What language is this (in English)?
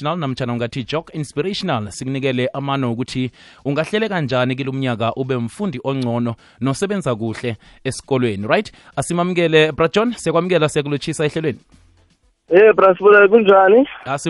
South Ndebele